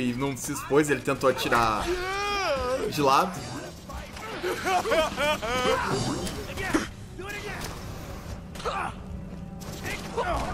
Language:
Portuguese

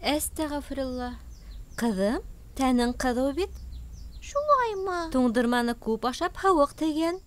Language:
Bashkir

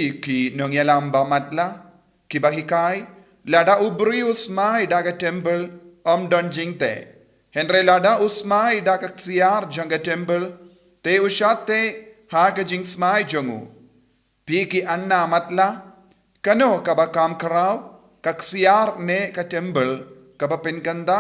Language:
Khasi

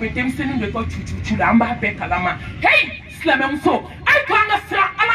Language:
Bambara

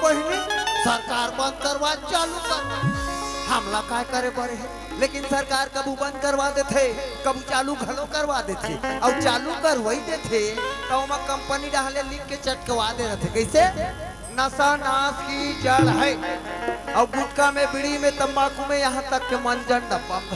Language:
Chhattisgarhi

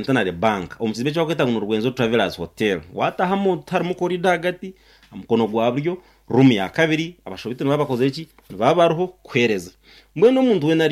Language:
Nyankole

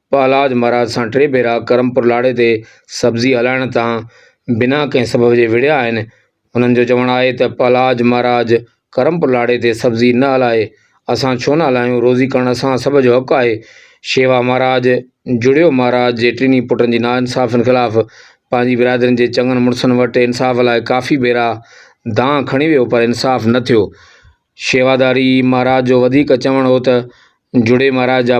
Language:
Sindhi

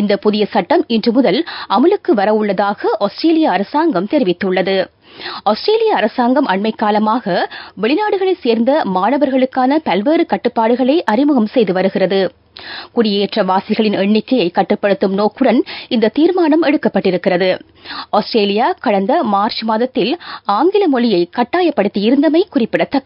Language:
Tamil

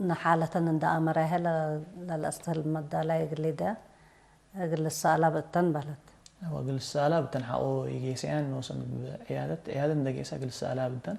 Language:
Tigre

